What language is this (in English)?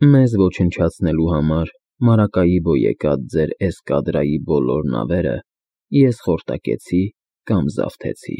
Armenian